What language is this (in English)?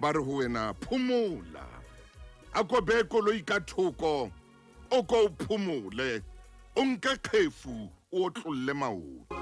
Southern Sotho